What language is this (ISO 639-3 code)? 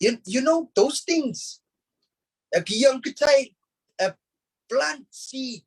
pon